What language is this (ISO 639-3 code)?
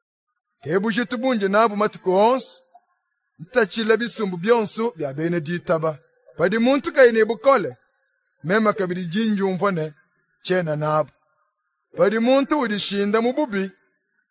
lua